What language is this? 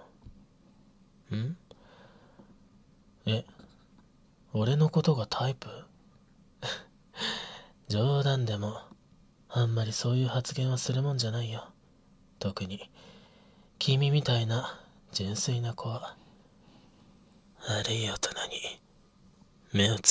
Japanese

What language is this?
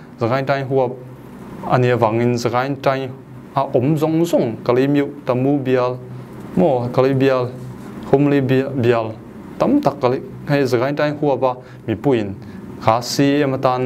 Falam Chin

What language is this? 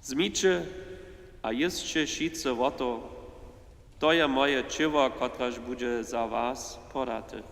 Upper Sorbian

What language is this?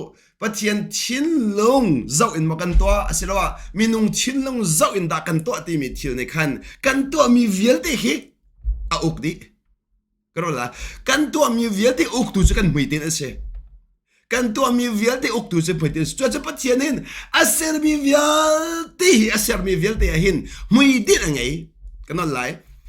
Hakha Chin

